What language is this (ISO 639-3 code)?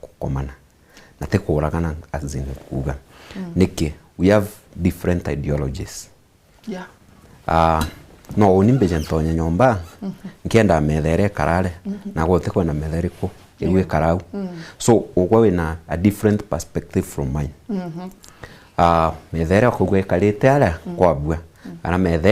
mer